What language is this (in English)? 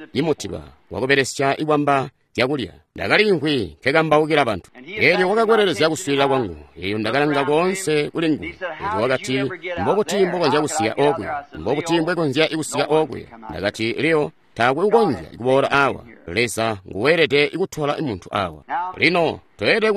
Tonga (Zambia)